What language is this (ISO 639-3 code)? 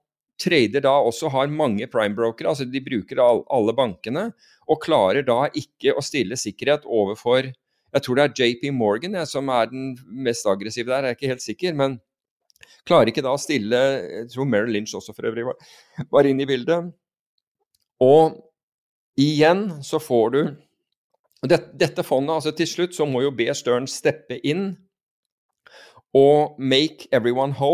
nor